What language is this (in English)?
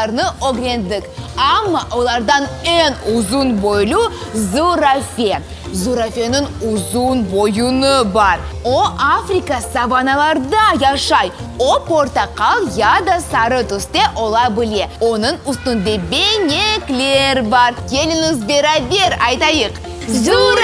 Crimean Tatar